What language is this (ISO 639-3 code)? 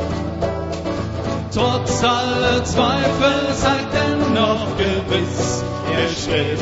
deu